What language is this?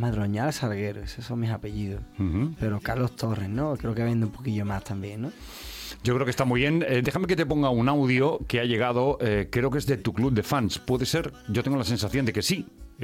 Spanish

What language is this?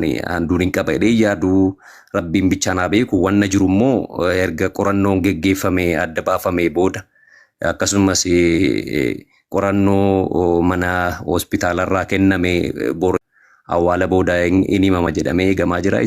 Oromo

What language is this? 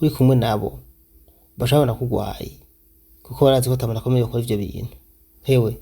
Rundi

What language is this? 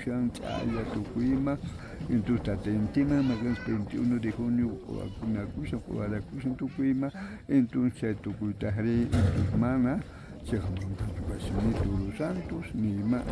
South Bolivian Quechua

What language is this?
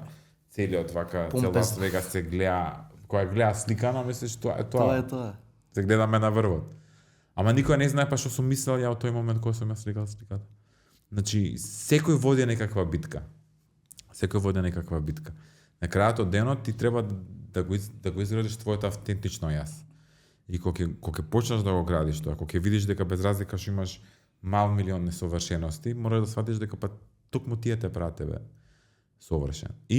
Macedonian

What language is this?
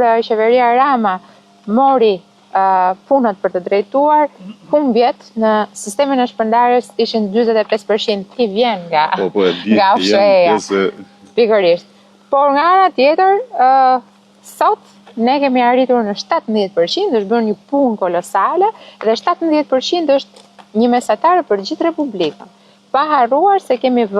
Albanian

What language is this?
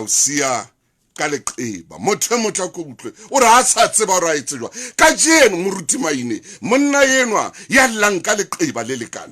Southern Sotho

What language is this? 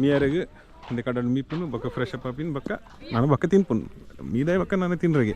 Tulu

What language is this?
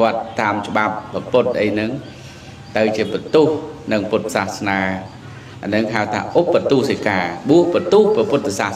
Khmer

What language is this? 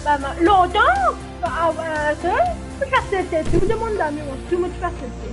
Morisyen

